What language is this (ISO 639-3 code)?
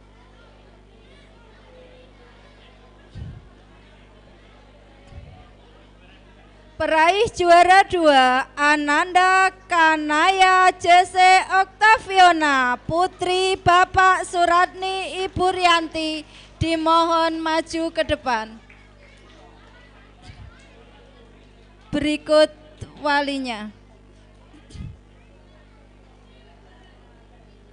ind